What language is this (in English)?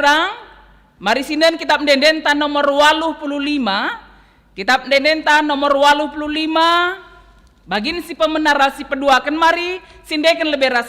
Batak Karo